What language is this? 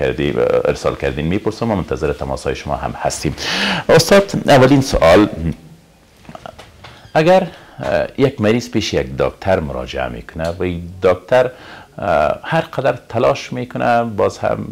Persian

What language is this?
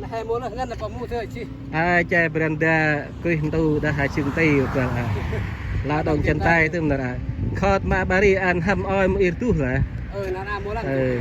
Central Mnong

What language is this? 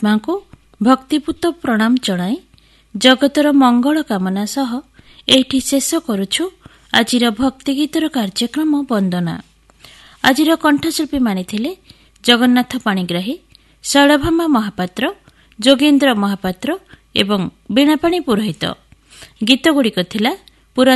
Odia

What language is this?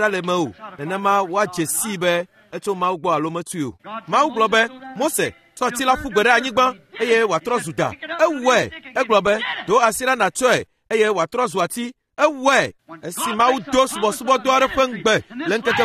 Ewe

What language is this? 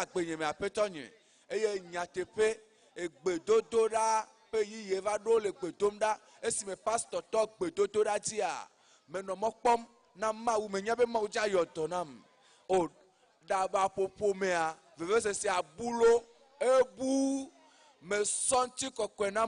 Ewe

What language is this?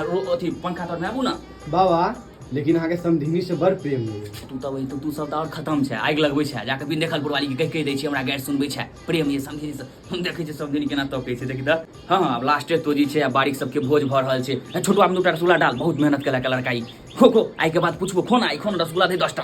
Maithili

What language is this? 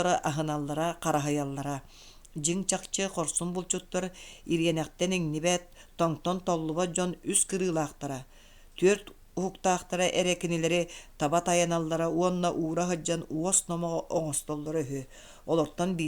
Yakut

